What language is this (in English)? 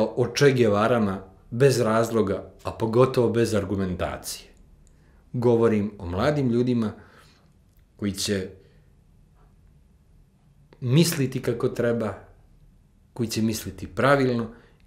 Serbian